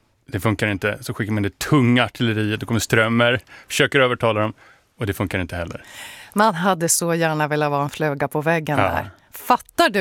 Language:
Swedish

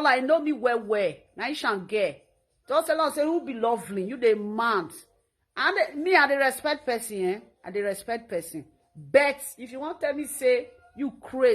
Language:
Nigerian Pidgin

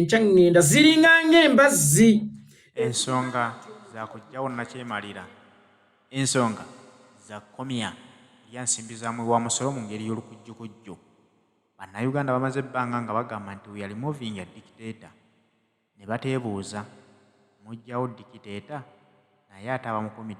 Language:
Ganda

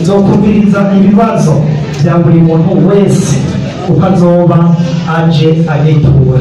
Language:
Rundi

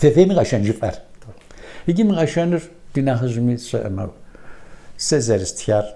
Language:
Kabardian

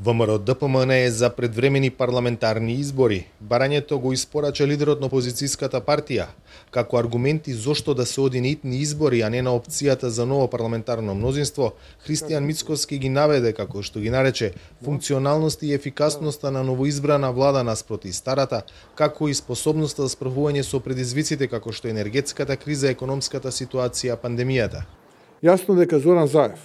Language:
Macedonian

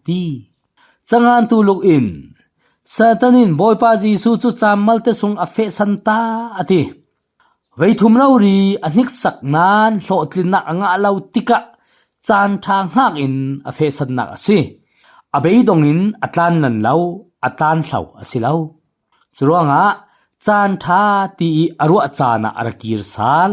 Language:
Falam Chin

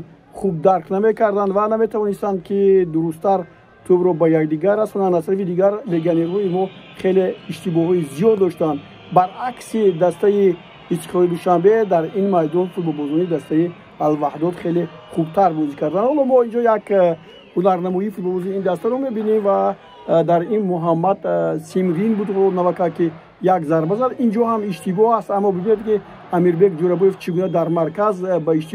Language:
Tajik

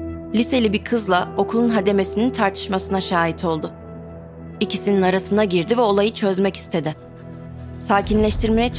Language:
Turkish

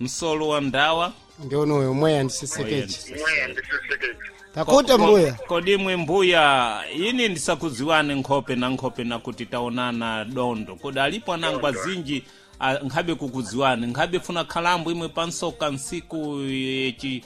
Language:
Sena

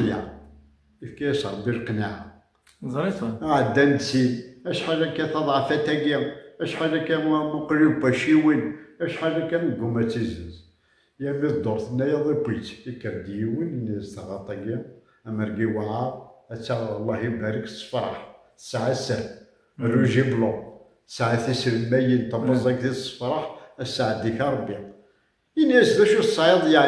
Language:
Kabyle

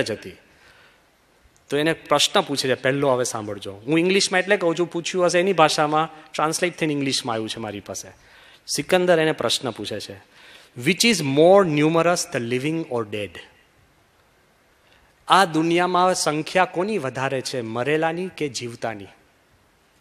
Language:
Gujarati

